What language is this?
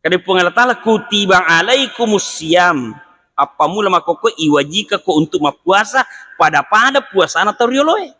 Buginese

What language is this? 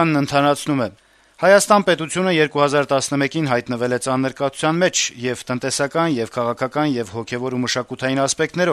Armenian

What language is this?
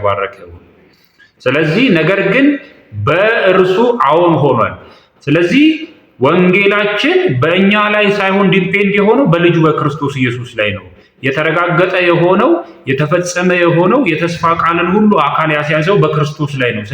Amharic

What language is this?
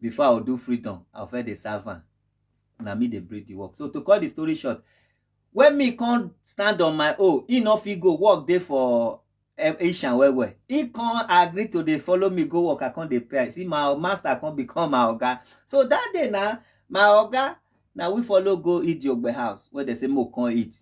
Nigerian Pidgin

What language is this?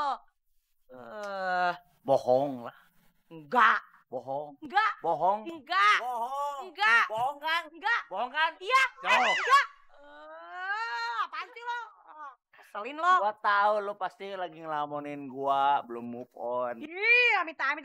Betawi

